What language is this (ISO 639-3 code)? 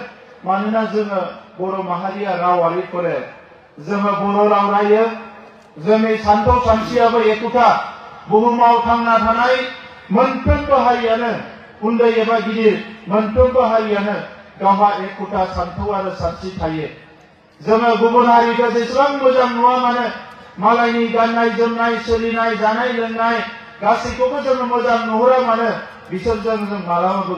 brx